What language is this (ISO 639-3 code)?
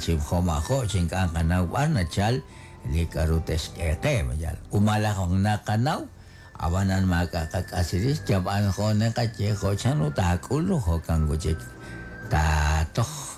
kek